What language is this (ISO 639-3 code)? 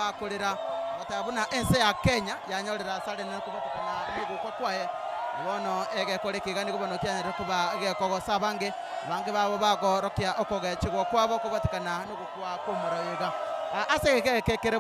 guz